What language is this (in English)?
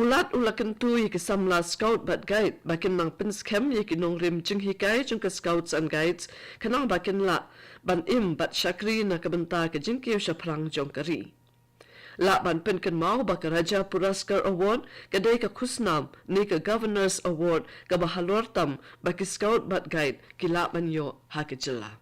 Khasi